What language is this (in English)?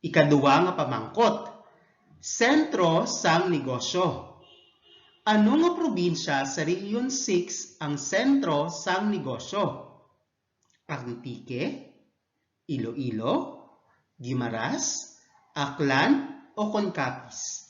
Hiligaynon